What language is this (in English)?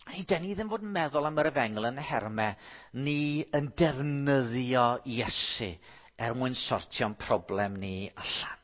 Welsh